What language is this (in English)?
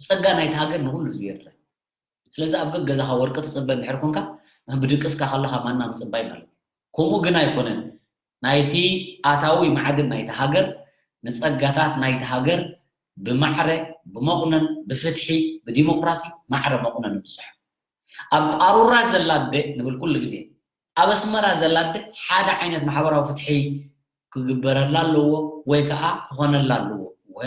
Tigrinya